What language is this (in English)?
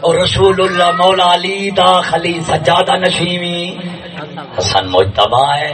Saraiki